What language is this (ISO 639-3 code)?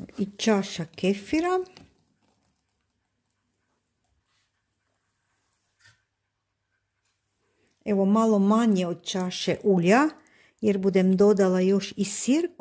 hrv